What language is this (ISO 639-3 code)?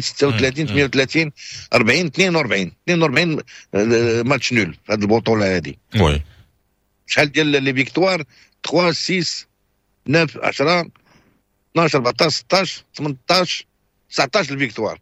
ary